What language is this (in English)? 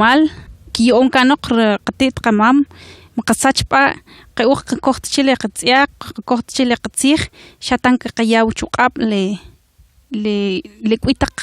Kʼicheʼ